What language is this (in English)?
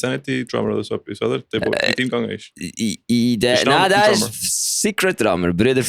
Swiss German